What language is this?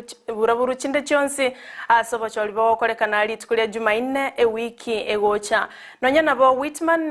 Gusii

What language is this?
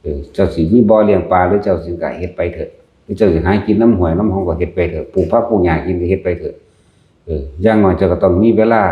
Lao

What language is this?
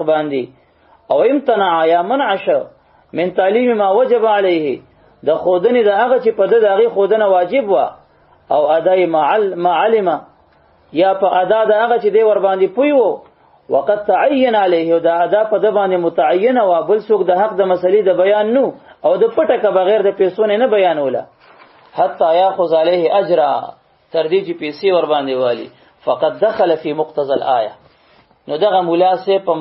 Pashto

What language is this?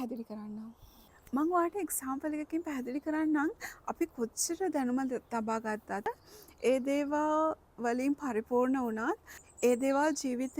Sinhala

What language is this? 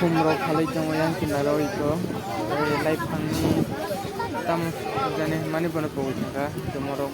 Kok Borok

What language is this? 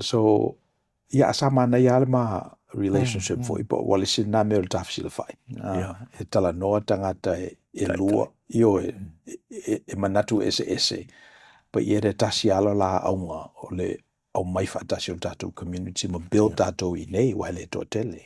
Samoan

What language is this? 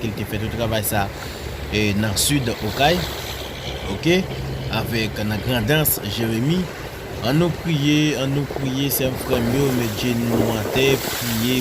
Haitian Creole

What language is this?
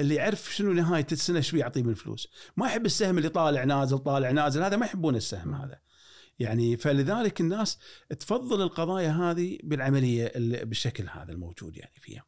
Gulf Arabic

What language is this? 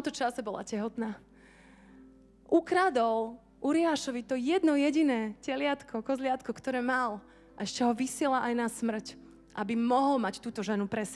Slovak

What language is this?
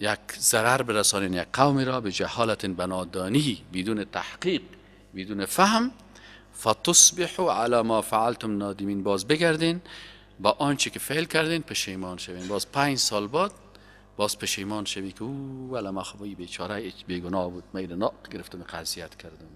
Persian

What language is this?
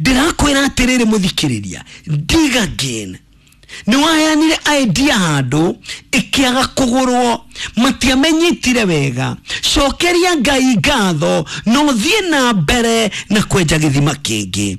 Kikuyu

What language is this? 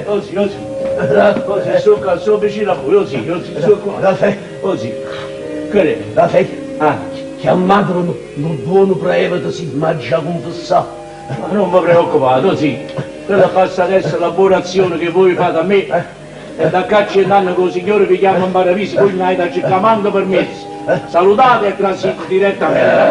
Neapolitan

